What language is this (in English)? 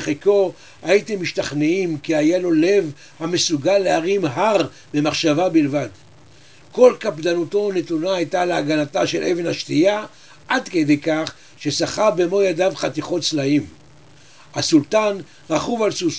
Hebrew